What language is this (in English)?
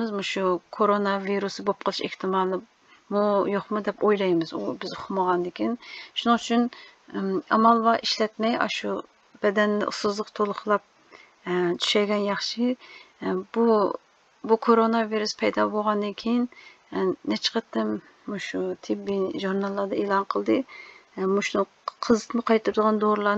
Uyghur